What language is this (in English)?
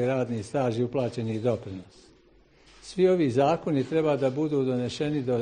Bosnian